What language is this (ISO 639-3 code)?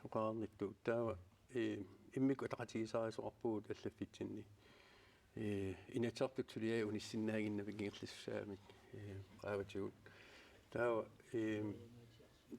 kal